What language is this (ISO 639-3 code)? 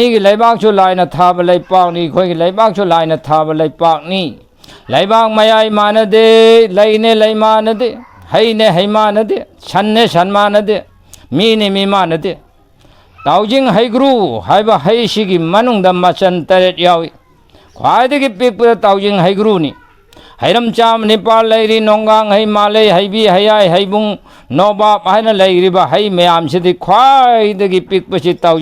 mni